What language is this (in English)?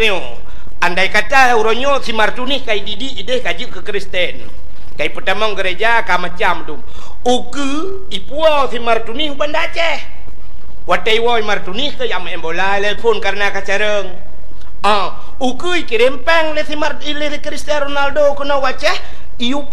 Achinese